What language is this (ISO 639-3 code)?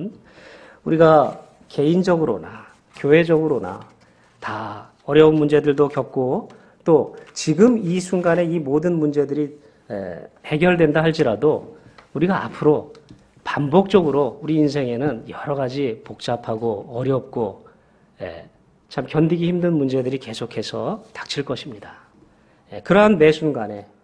kor